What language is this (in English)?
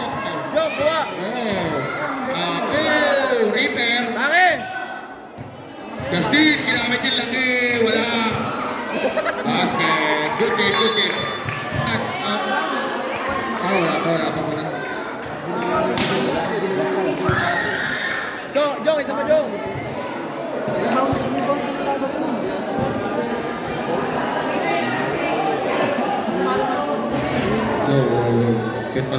Filipino